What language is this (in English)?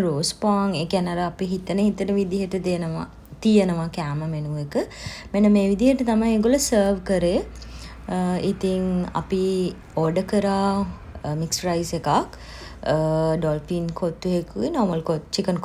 Sinhala